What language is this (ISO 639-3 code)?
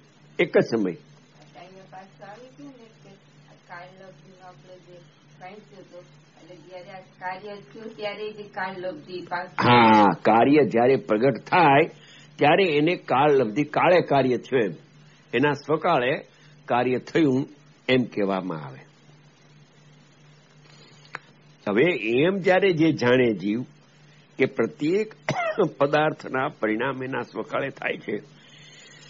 guj